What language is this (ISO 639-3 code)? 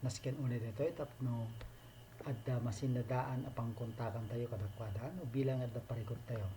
ilo